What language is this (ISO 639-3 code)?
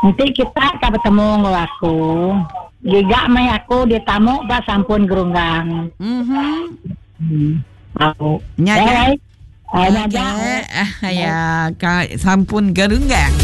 iba